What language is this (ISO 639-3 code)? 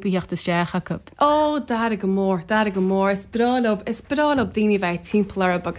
gle